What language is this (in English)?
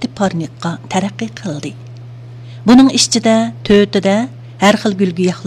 Uyghur